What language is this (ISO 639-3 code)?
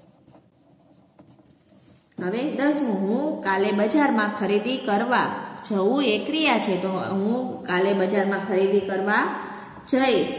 guj